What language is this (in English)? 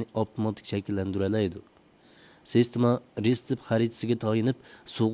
Uyghur